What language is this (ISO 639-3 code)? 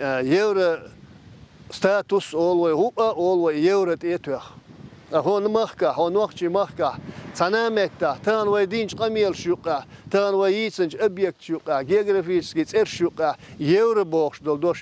che